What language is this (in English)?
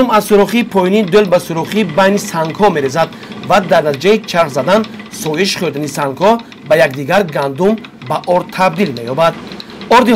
Tajik